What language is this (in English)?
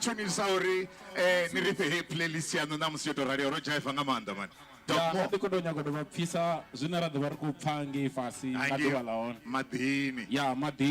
Venda